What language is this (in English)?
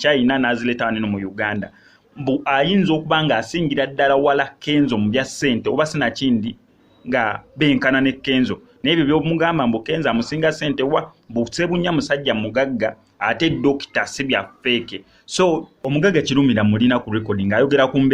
Ganda